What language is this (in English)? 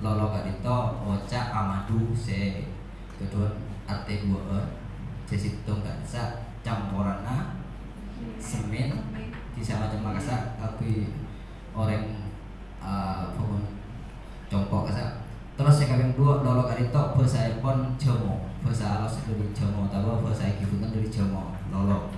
Madurese